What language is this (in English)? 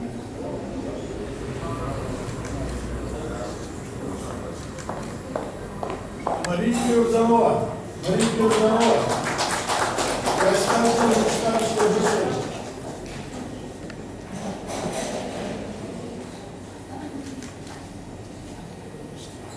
Bulgarian